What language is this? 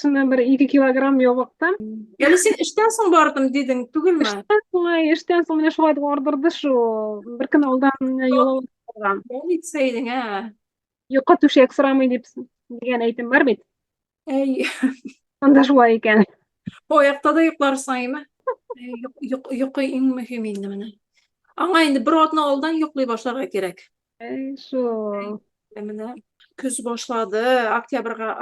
Tatar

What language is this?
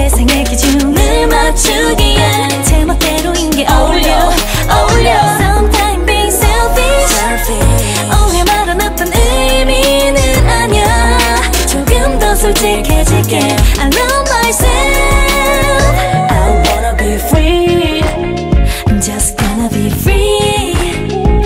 Korean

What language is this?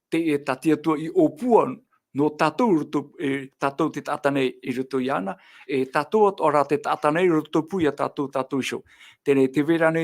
Tahitian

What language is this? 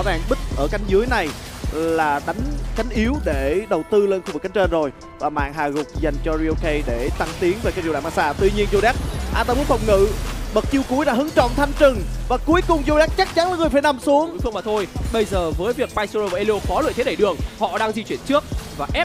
Vietnamese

